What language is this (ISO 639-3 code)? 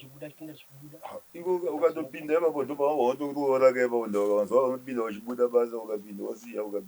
sna